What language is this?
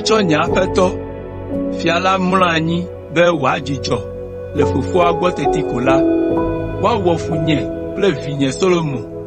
Ewe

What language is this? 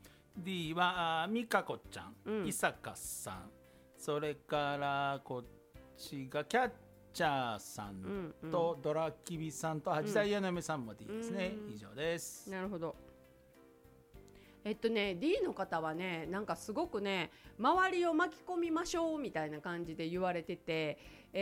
Japanese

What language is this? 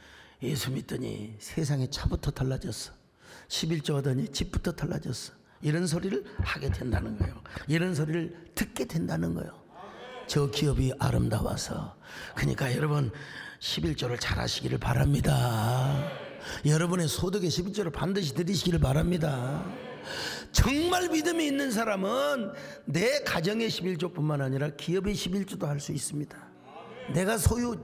Korean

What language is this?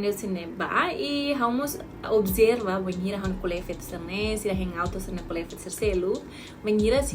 Tetum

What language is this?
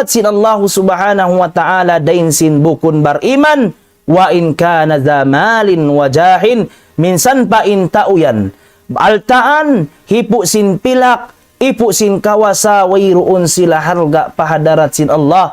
Tausug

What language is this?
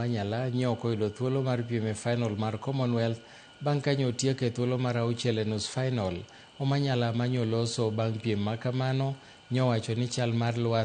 Luo (Kenya and Tanzania)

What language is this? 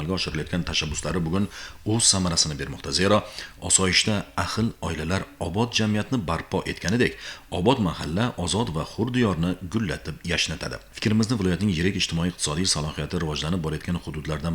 Uzbek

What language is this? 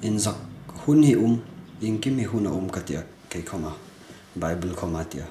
Hmar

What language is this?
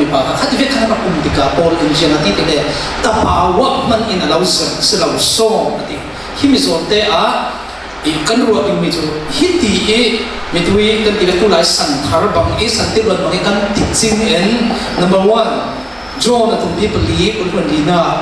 Falam Chin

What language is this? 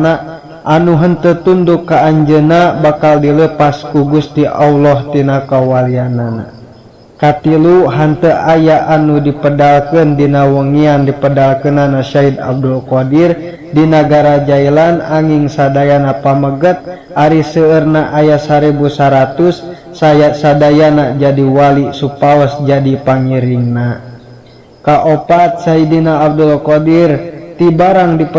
Sundanese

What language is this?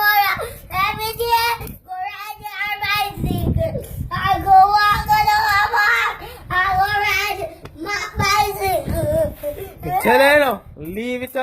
Jamaican Creole English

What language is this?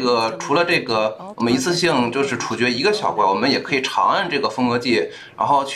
Chinese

